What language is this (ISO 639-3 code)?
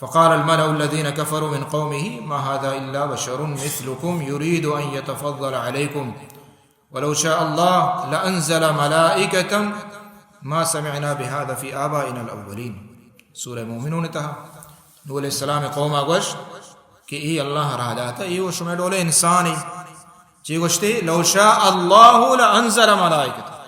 bal